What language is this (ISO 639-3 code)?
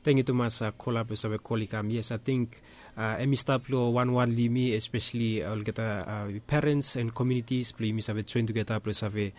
bis